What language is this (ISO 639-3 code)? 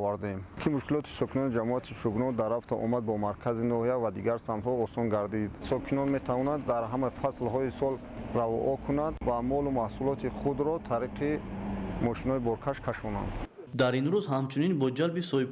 tgk